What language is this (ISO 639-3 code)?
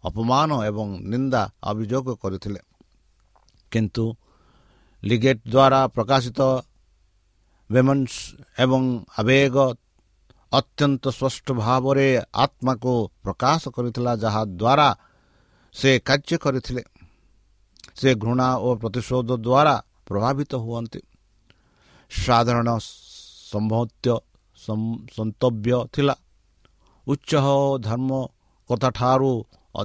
ori